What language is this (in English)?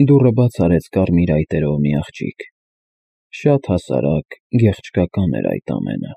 Armenian